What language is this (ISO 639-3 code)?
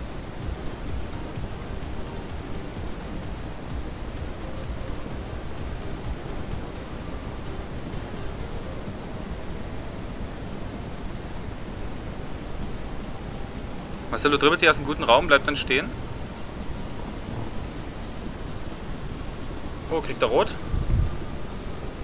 deu